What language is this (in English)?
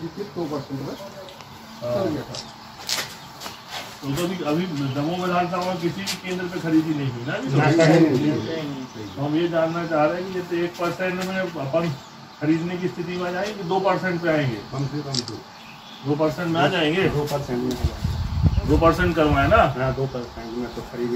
Hindi